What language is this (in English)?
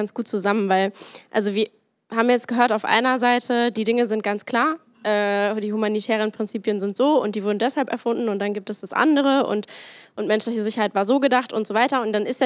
German